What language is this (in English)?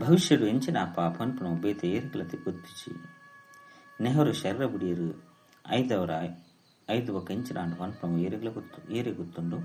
Tulu